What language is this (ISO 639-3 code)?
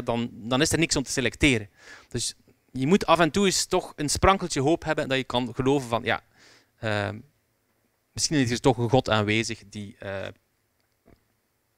nld